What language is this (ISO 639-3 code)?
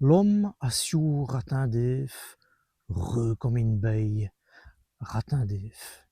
wln